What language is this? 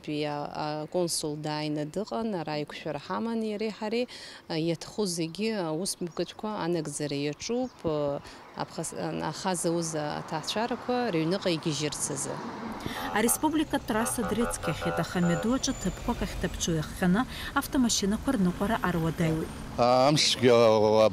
Abkhazian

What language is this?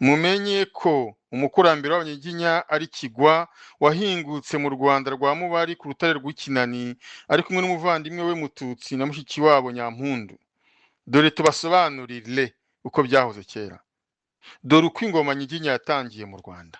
Kinyarwanda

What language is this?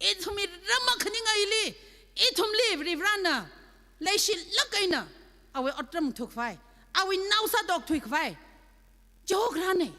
Tangkhul Naga (India)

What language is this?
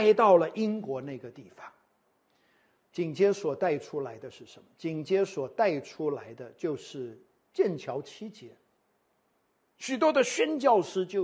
Chinese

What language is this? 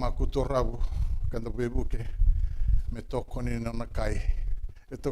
Fijian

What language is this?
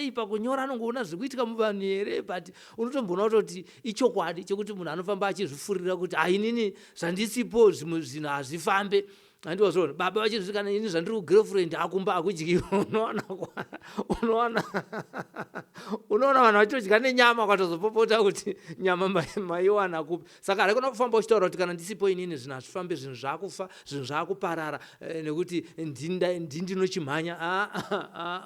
Shona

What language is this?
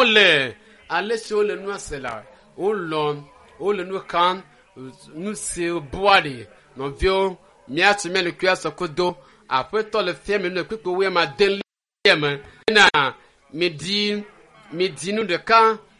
Ewe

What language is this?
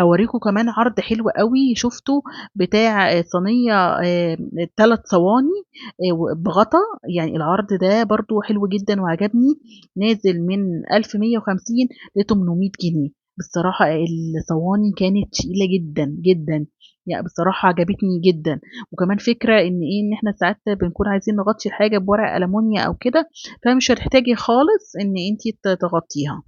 Egyptian Arabic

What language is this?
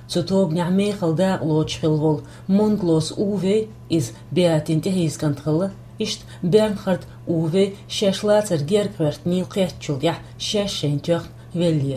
Chechen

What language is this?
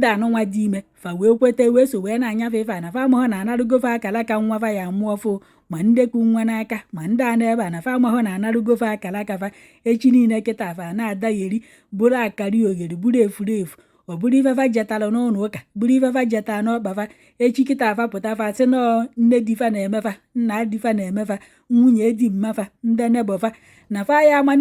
Igbo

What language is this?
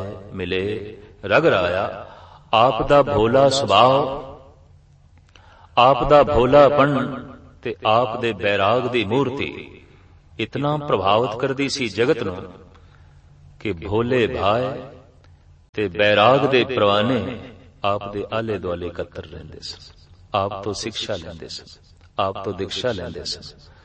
Punjabi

